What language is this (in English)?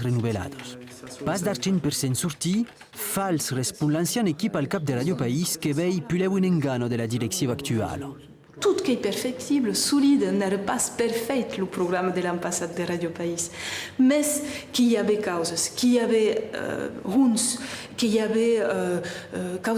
Occitan